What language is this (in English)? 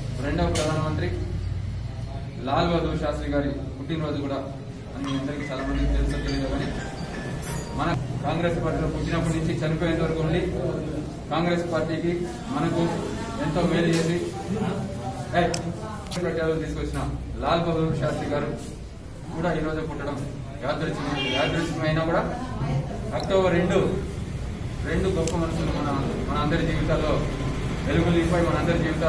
Telugu